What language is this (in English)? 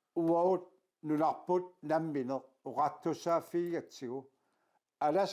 Kalaallisut